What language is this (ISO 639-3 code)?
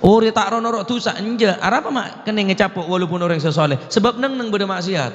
mad